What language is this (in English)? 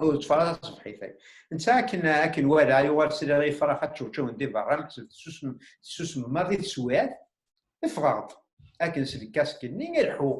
Kabyle